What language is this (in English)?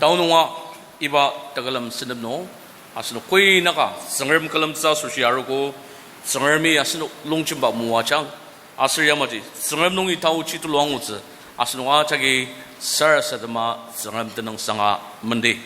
Ao Naga